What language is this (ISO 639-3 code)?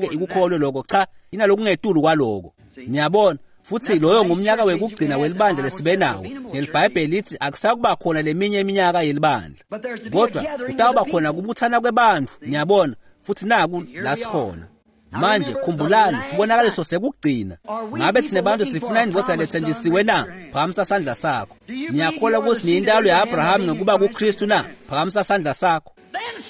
ssw